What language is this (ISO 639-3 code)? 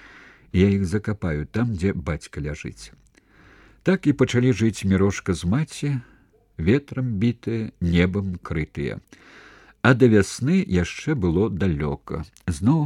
bel